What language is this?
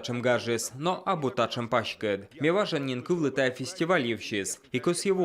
Komi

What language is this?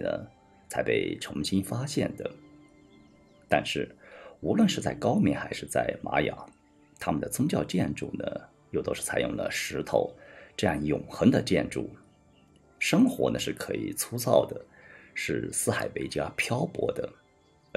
Chinese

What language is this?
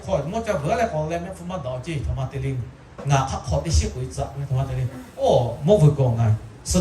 Lahu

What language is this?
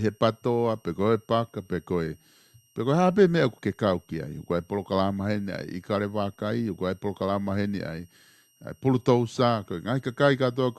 Tongan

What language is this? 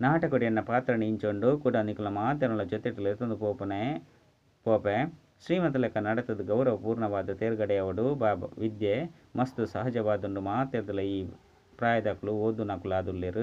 Tulu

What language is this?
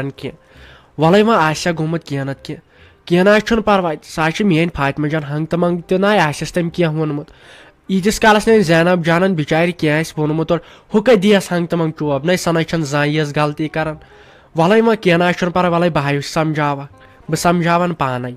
Kashmiri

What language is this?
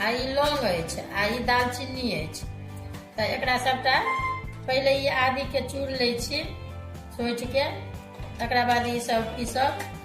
Maithili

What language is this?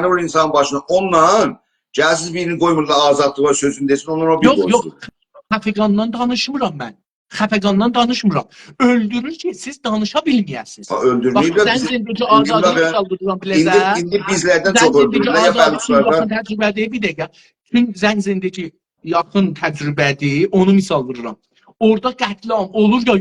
South Azerbaijani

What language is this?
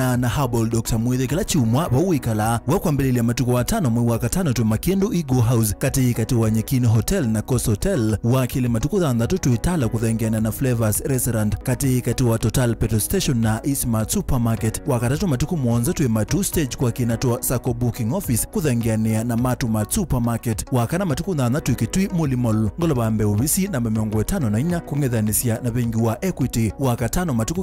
Kamba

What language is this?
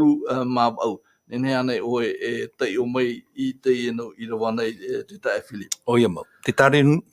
Tahitian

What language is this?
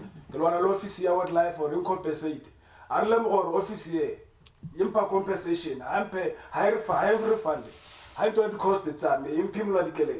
Tswana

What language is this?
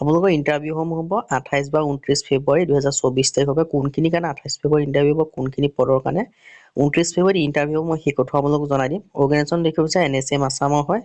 Assamese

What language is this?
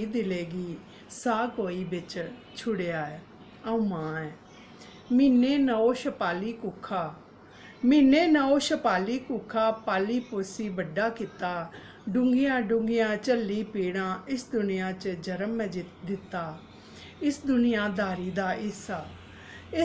Dogri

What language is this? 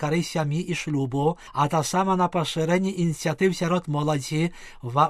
Belarusian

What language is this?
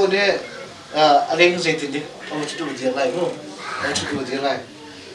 Hakha Chin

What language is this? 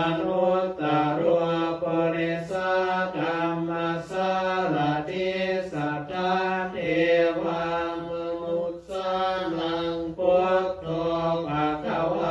Pali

